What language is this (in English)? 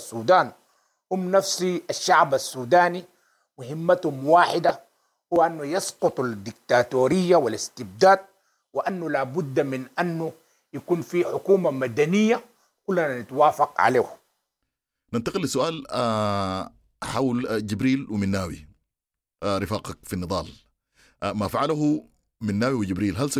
Sudanese Arabic